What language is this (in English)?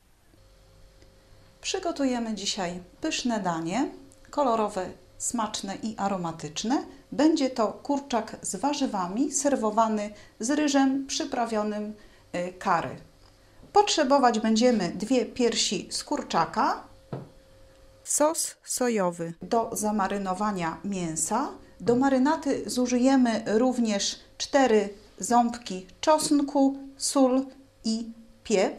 Polish